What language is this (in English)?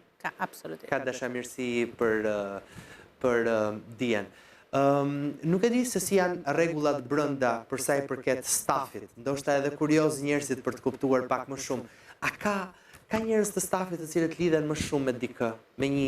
Albanian